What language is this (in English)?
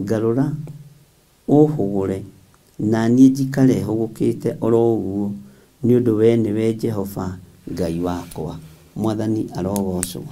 Kikuyu